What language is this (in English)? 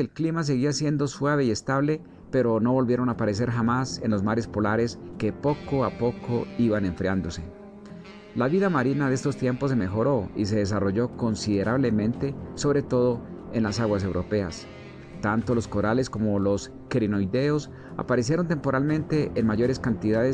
Spanish